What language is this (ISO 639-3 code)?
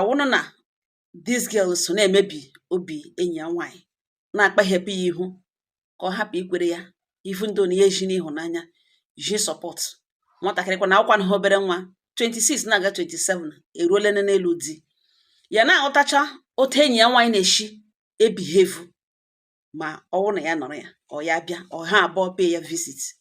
ibo